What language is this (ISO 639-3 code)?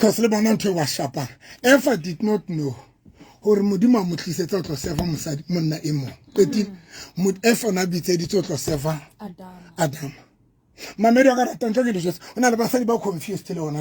sot